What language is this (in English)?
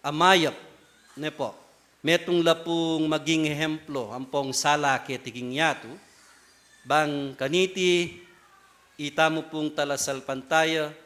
Pampanga